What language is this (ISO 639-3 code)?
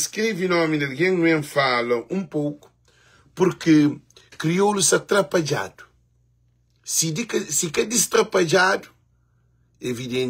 kea